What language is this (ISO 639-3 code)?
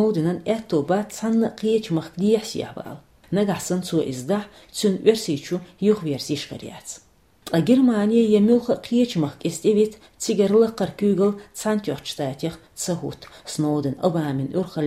che